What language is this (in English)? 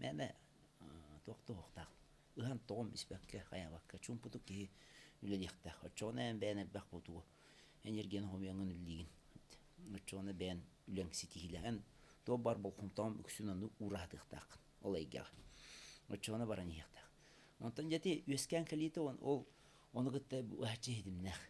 Yakut